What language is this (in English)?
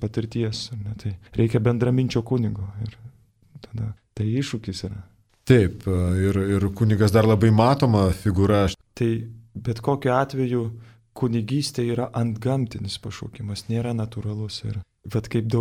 Lithuanian